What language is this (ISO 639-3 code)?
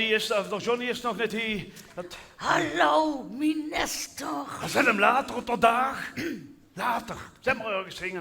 lim